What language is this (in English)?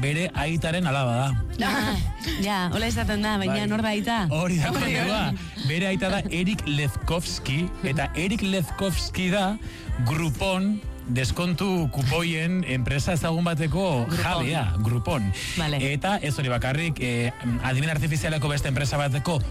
Basque